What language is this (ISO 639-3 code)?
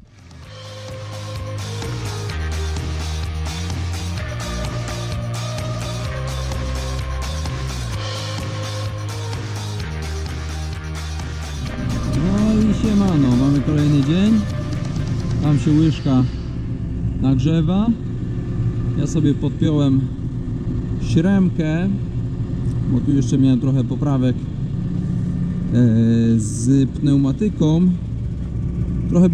pol